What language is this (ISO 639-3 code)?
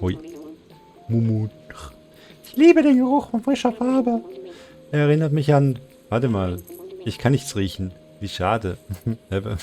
gsw